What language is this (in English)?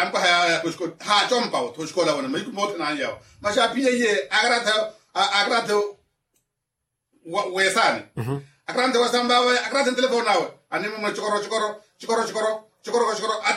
Swahili